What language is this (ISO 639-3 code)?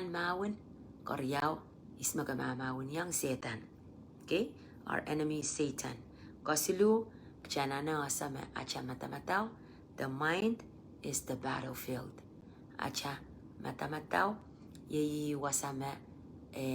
pon